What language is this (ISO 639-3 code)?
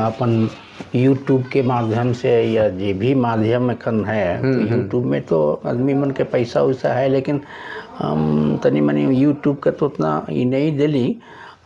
sck